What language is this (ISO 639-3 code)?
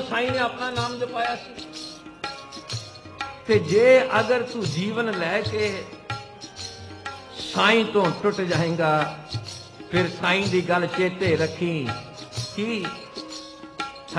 pan